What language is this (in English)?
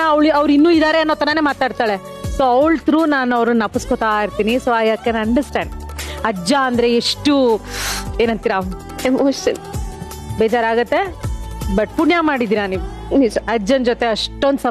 Kannada